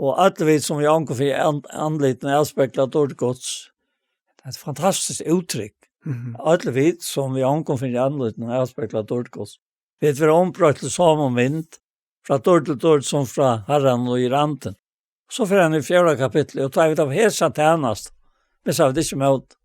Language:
Faroese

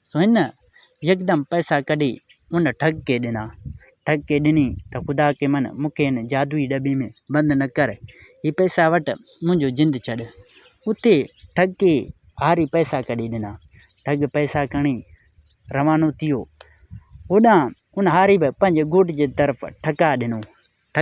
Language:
Sindhi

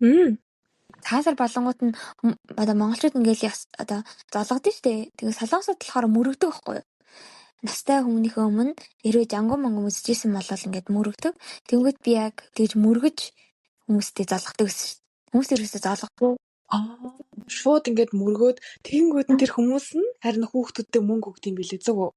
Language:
Mongolian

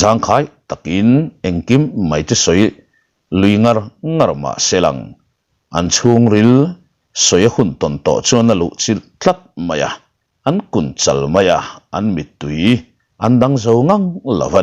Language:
Mizo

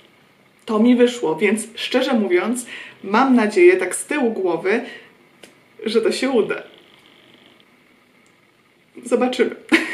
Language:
Polish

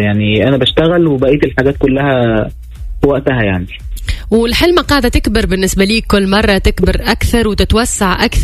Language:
Tunisian Arabic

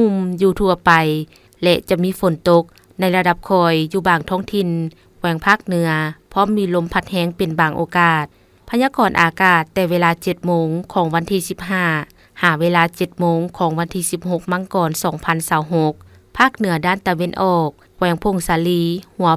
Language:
Lao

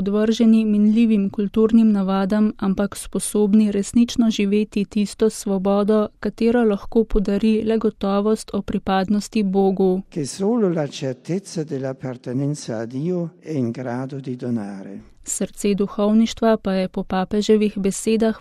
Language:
Slovenian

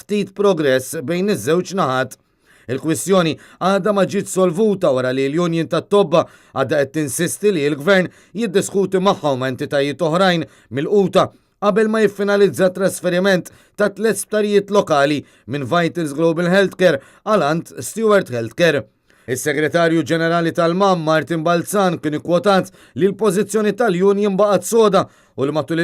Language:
Maltese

